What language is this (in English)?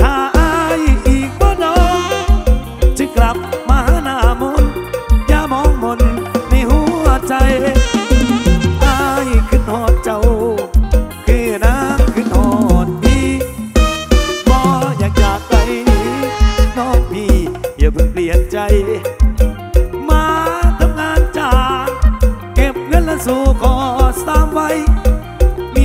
Northeastern Thai